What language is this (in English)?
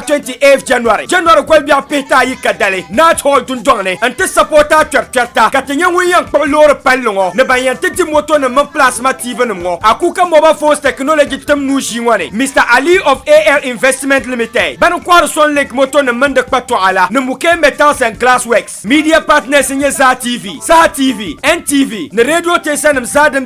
Dagbani